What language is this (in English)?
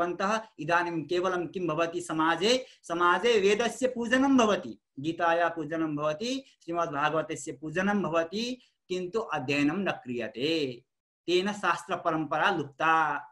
Sanskrit